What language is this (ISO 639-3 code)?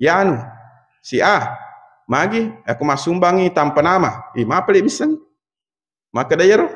bug